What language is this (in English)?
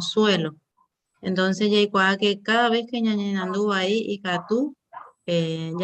Guarani